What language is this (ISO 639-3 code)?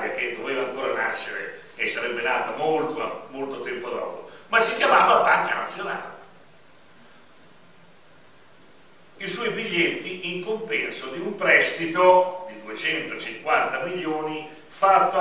ita